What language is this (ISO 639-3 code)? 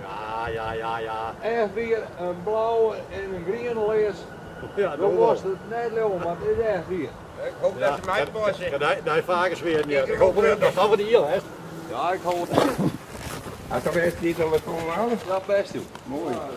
fry